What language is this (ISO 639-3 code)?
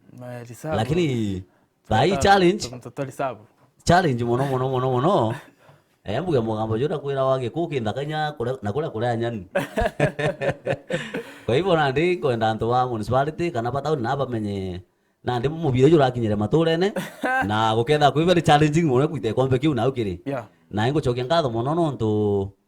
mer